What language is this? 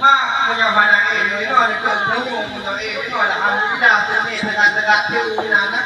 Achinese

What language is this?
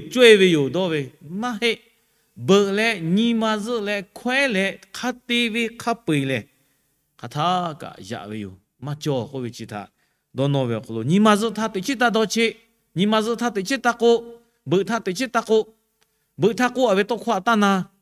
Lahu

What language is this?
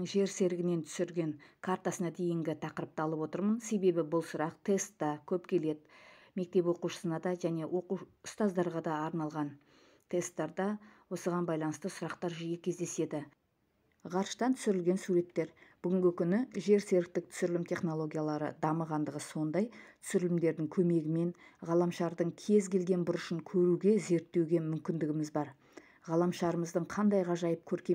Kazakh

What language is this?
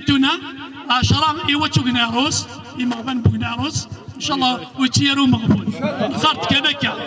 Kabyle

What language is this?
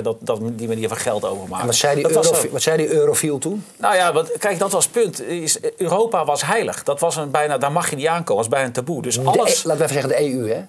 Dutch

